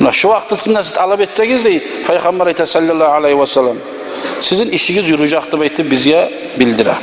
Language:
Kumyk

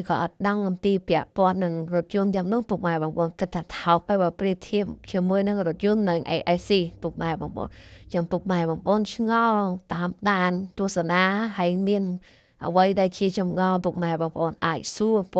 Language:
Khmer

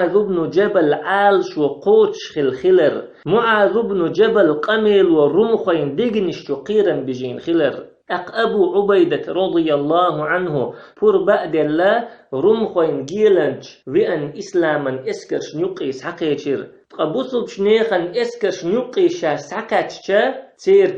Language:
Chechen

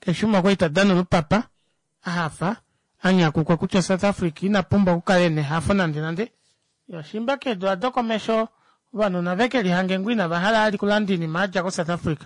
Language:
Kuanyama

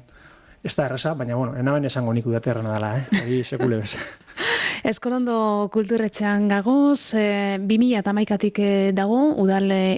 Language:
Basque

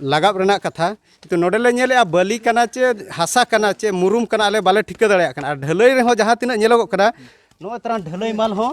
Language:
Santali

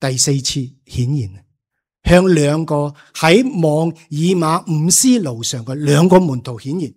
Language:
Cantonese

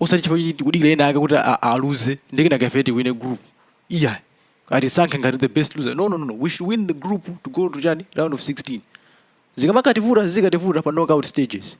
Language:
Nyanja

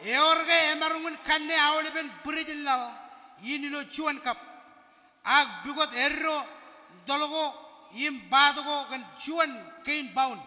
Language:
Marshallese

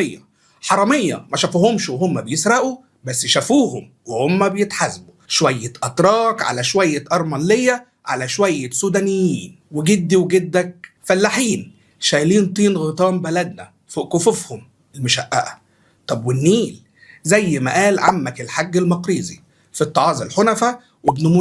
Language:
Egyptian Arabic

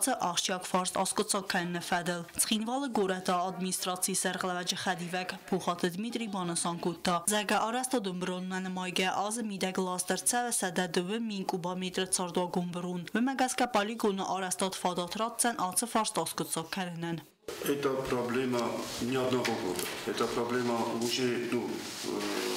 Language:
Ossetic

